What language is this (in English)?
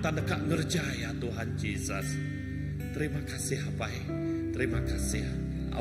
Iban